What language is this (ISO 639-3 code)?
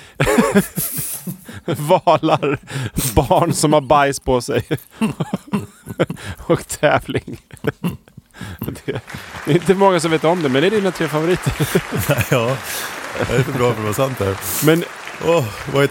swe